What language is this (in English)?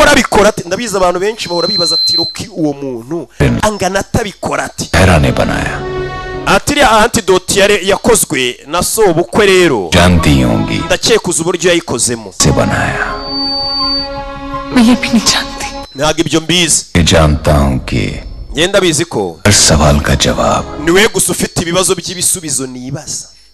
Kinyarwanda